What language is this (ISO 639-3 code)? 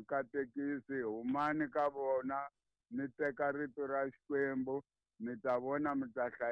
tso